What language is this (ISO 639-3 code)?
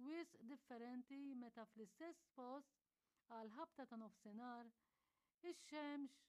mlt